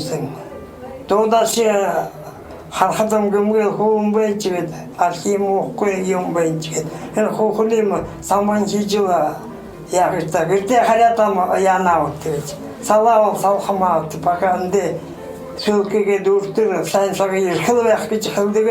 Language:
Buriat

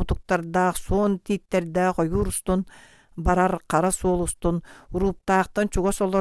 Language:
Yakut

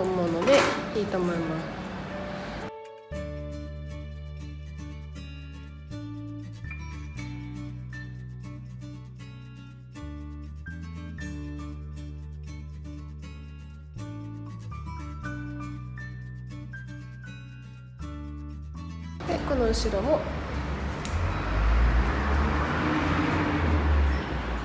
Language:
Japanese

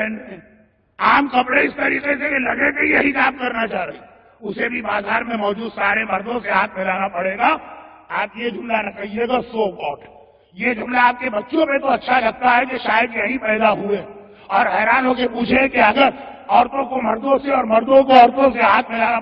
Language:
Urdu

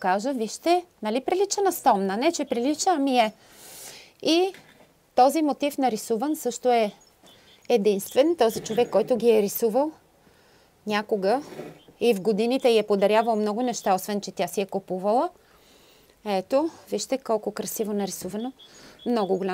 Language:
Bulgarian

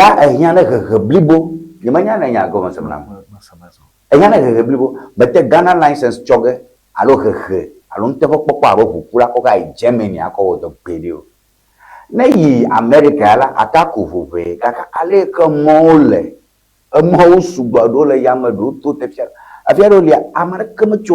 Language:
Ewe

